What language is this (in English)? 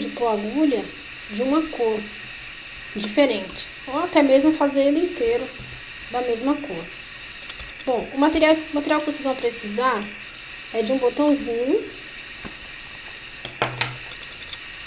Portuguese